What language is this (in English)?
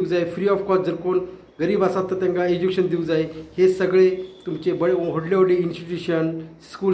Konkani